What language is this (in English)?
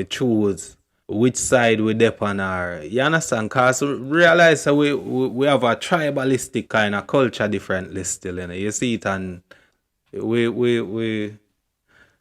Jamaican Creole English